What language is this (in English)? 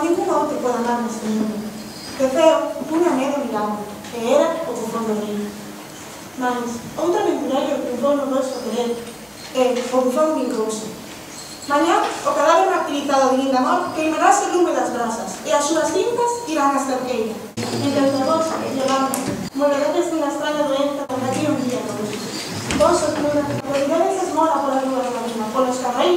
Galician